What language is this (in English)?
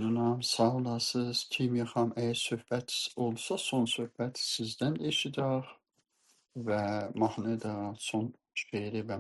South Azerbaijani